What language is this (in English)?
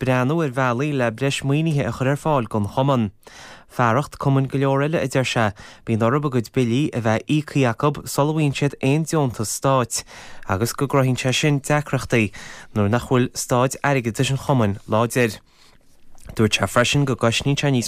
Irish